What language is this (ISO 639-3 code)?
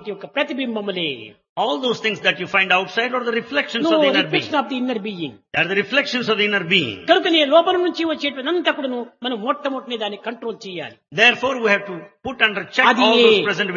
tel